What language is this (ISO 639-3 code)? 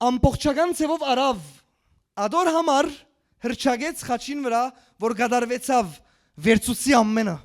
hyw